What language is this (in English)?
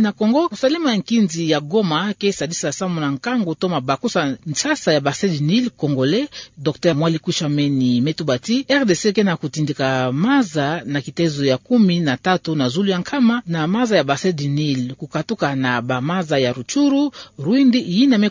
Kituba (Democratic Republic of Congo)